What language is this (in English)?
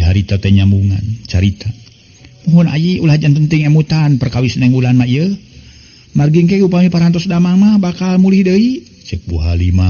Sundanese